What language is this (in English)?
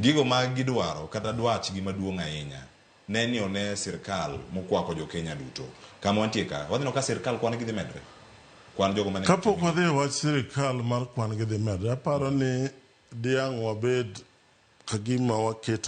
Luo (Kenya and Tanzania)